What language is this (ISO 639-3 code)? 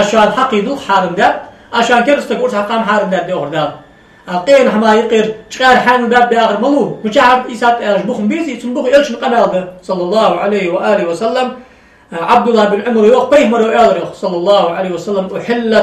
inh